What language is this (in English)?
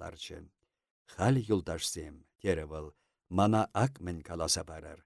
Chuvash